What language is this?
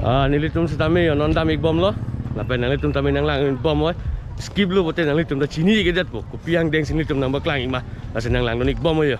Karbi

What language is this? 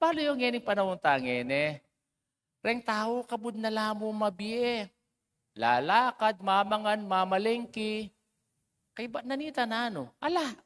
Pampanga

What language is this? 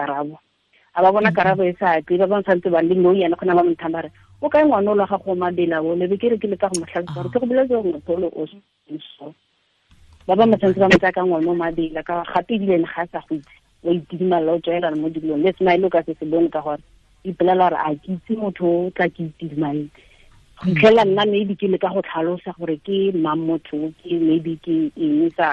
Tswana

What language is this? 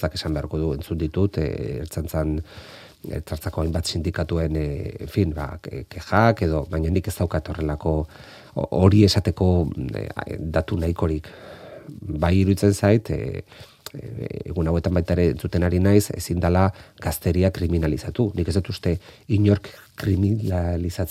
Basque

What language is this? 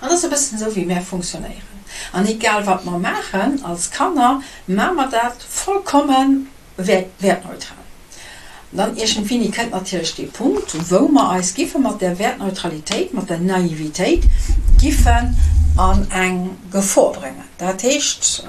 Luxembourgish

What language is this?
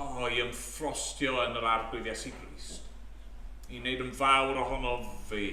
Welsh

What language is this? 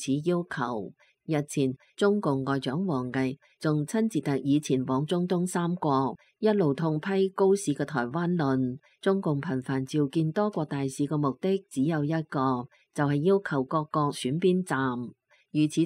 Cantonese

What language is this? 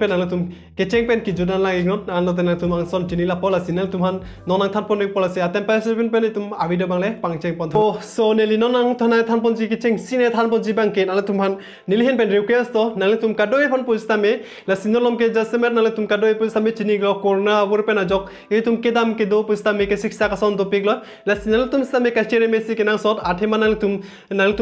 Karbi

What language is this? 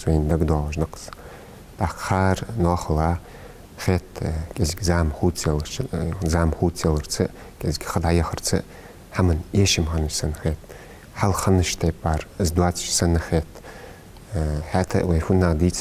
Ingush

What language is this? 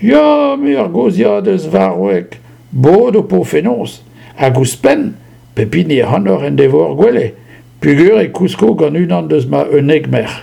Breton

